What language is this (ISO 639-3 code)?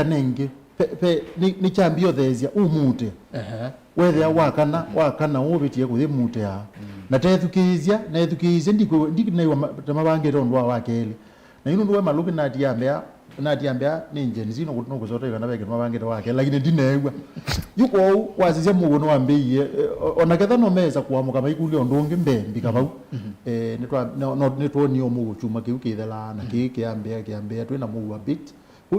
kam